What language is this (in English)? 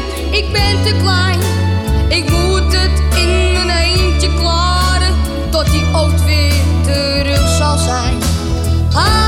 Dutch